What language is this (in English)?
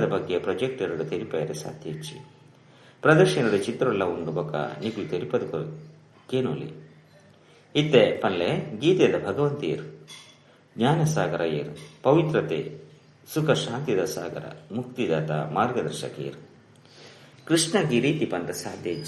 Tulu